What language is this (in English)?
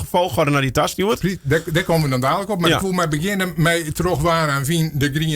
Western Frisian